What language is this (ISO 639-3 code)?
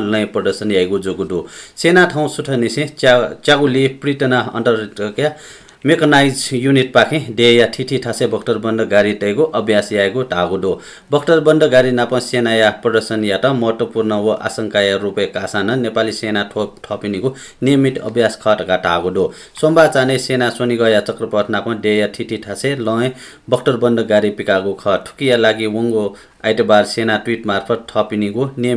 new